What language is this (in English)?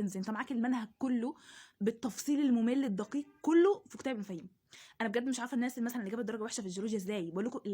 Egyptian Arabic